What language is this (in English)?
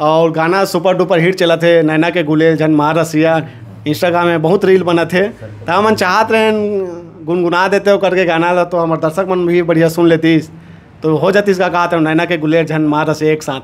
Chhattisgarhi